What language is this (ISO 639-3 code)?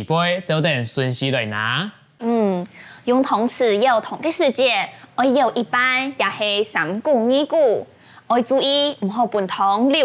hak